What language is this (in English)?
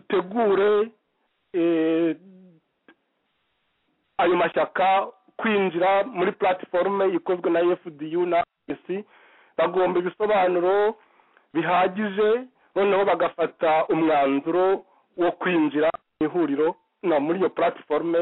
Kinyarwanda